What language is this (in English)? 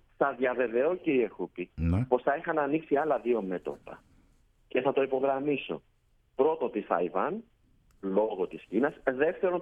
Greek